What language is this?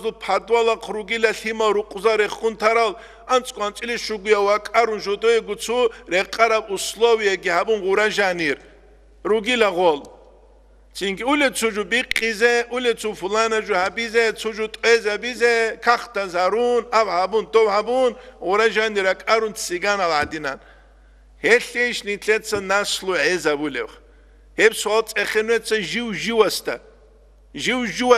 Avaric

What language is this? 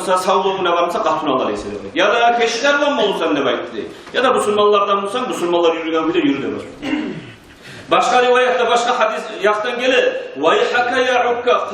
Kumyk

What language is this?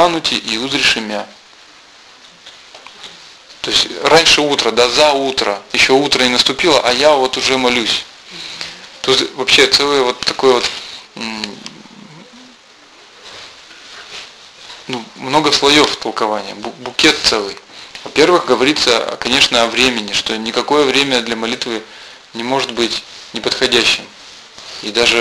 Russian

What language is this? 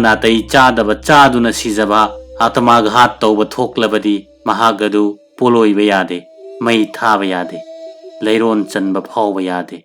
Manipuri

